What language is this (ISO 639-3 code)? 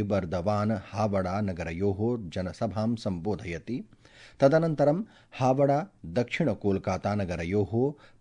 san